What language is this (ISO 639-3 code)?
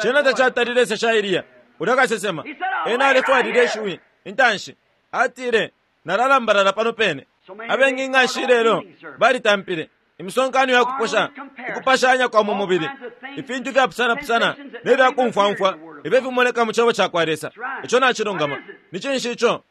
bem